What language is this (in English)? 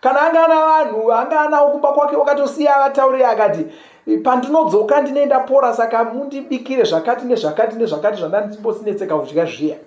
Shona